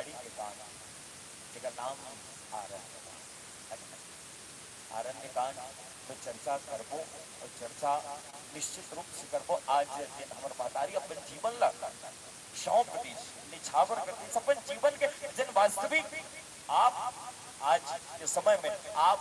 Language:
Chhattisgarhi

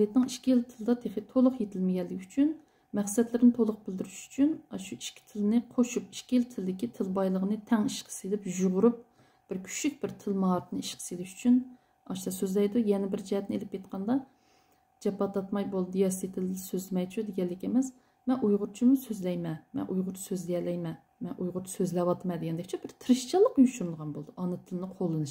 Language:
Uyghur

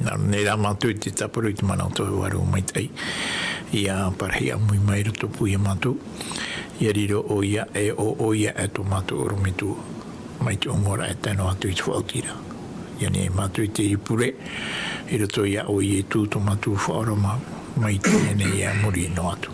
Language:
Tahitian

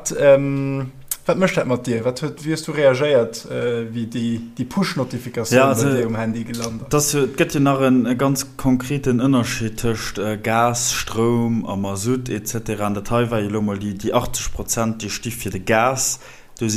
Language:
Luxembourgish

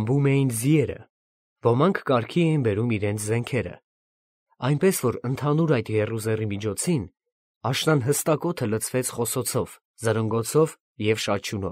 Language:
Armenian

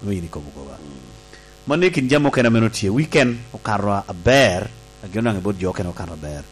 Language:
Lango (Uganda)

